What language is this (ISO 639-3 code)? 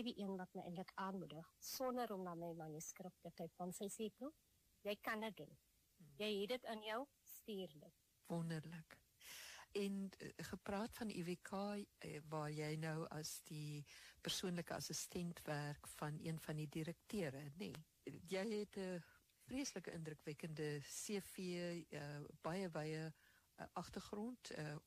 afr